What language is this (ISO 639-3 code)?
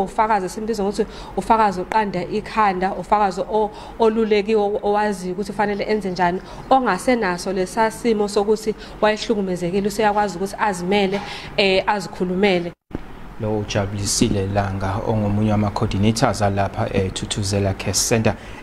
zul